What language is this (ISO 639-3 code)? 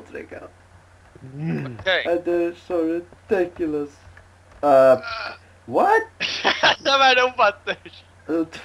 fao